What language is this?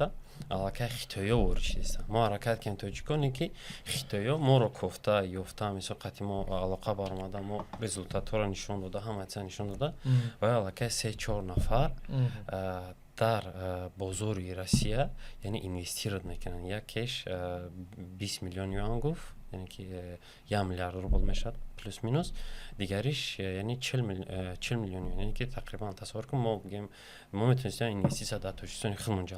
Tajik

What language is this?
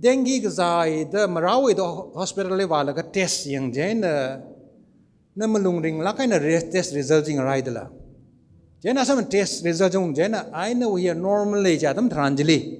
Tangkhul Naga (India)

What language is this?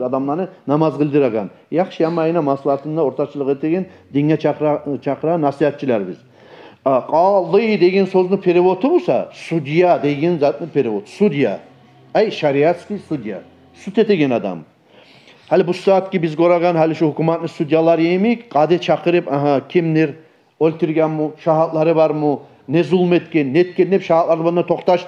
Kumyk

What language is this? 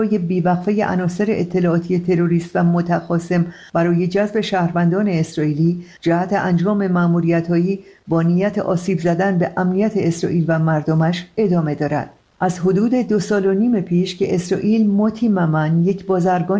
Persian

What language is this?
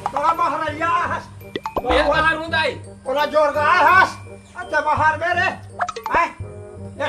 Chhattisgarhi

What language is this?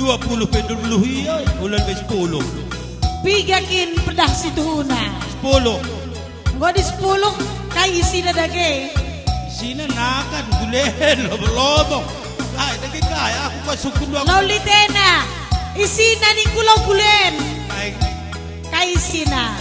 Batak Karo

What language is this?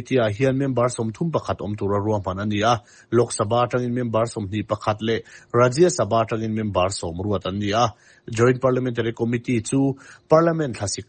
Mizo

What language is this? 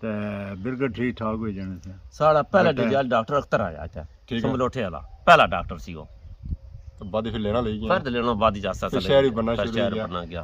Pahari-Potwari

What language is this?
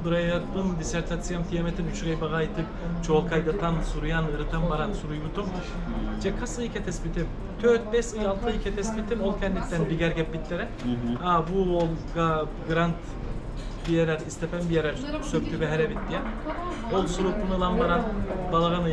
Yakut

